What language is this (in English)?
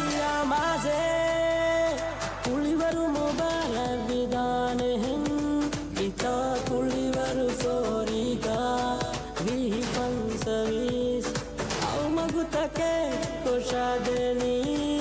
Divehi